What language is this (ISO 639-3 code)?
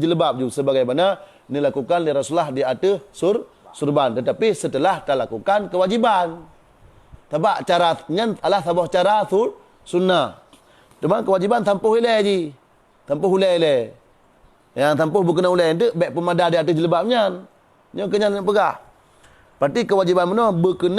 ace